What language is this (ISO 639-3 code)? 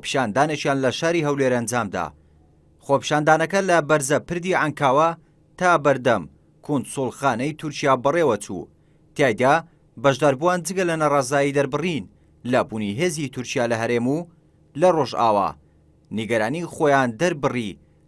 ckb